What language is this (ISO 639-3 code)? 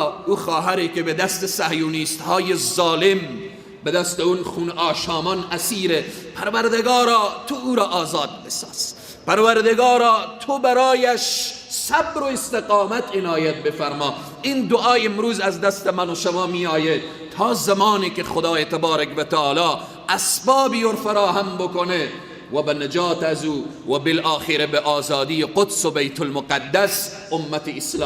fas